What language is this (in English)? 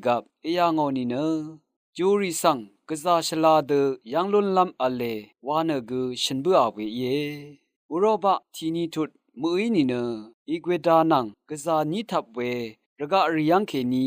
Rawang